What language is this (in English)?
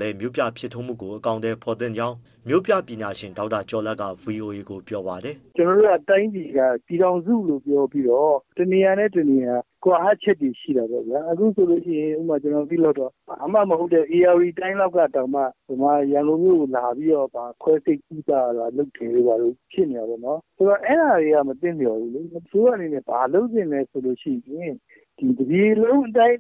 Burmese